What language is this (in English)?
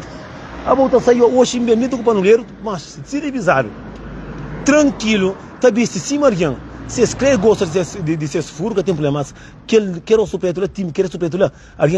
Kabuverdianu